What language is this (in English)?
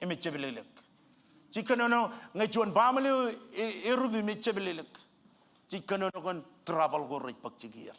Marshallese